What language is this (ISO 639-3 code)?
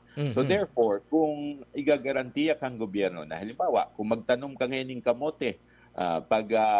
bik